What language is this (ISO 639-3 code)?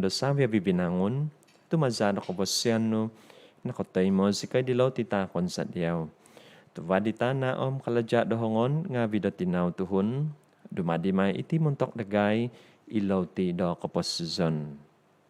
dtp